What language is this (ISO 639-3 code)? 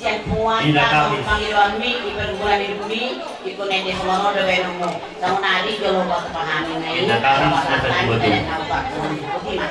bbc